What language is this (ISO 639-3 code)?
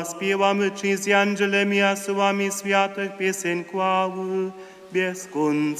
hsb